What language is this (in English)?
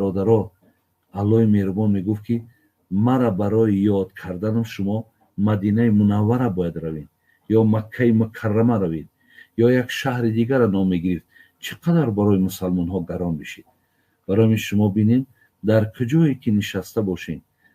Tajik